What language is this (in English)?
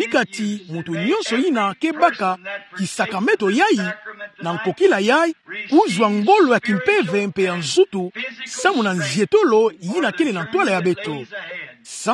Kituba (Democratic Republic of Congo)